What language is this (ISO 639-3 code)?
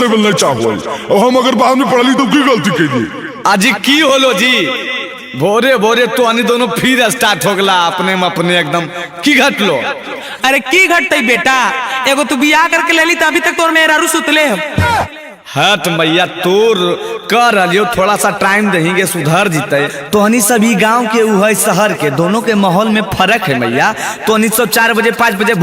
mag